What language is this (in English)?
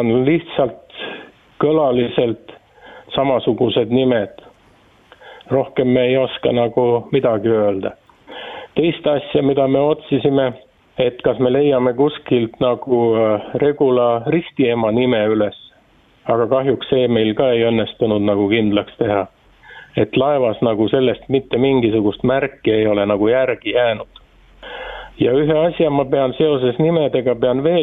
Estonian